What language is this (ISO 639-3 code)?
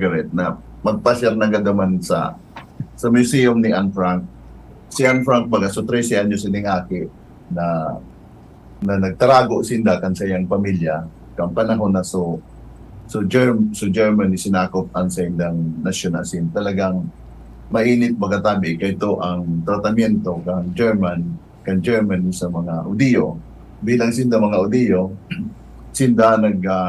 bik